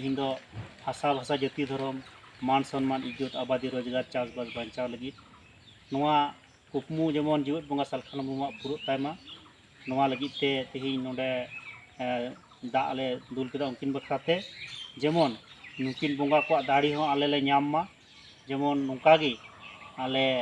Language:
Santali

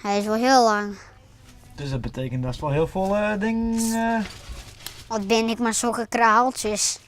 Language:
Western Frisian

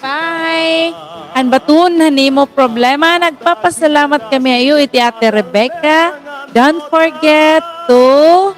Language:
Waray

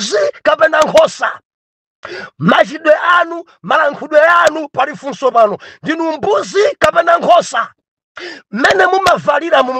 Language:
Nyanja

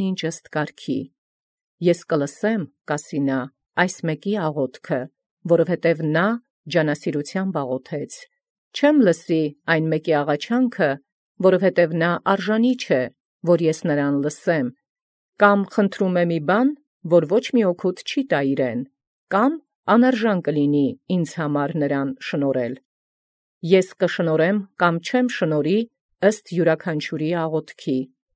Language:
Armenian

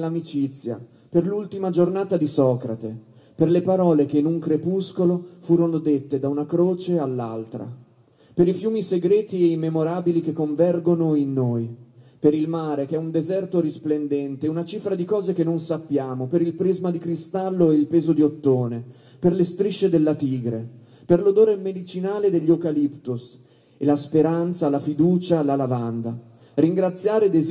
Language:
Italian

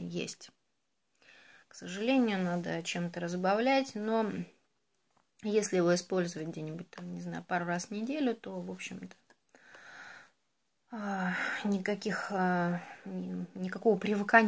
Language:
Russian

